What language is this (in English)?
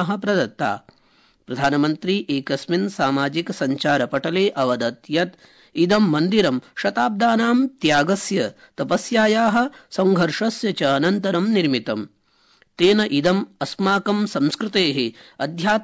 Sanskrit